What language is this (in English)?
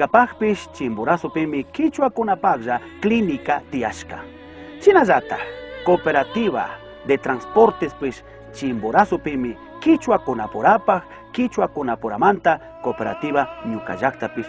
Chimborazo Highland Quichua